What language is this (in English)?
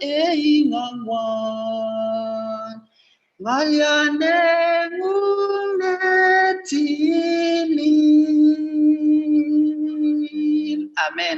Kalenjin